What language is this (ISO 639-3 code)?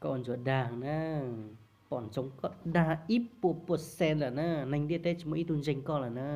hmn